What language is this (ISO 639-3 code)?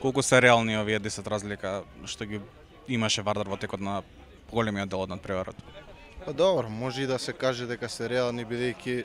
mkd